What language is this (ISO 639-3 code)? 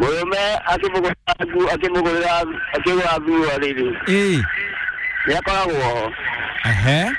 kik